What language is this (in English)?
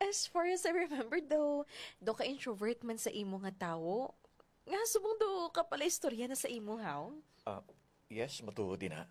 Hiligaynon